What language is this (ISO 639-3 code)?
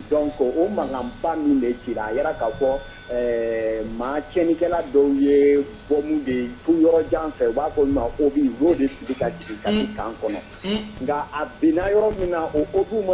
bam